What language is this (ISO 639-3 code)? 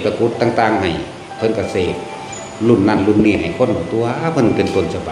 tts